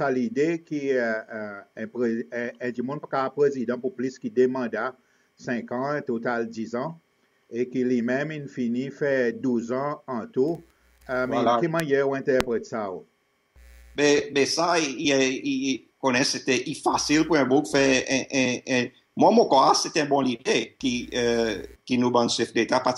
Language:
Seselwa Creole French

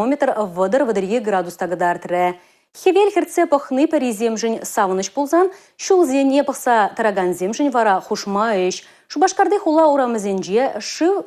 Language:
Chuvash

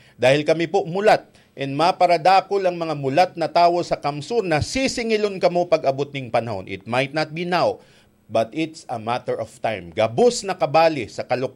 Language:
Bikol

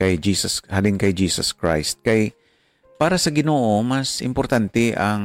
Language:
Hiligaynon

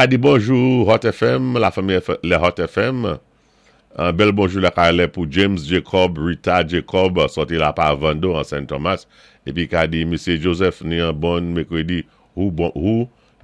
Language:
Saint Lucian Creole French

